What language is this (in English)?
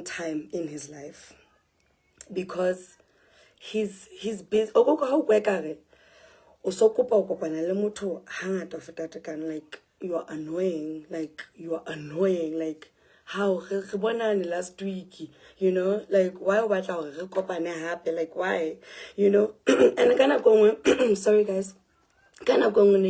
Southern Sotho